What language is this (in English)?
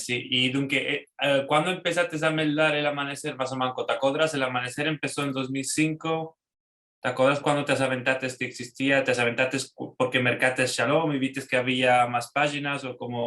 Ladino